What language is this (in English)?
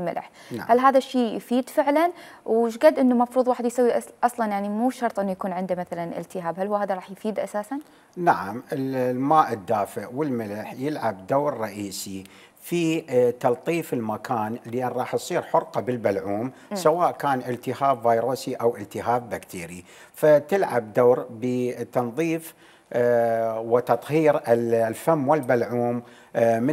Mesopotamian Arabic